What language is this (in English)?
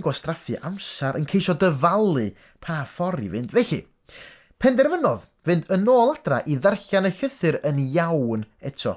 Welsh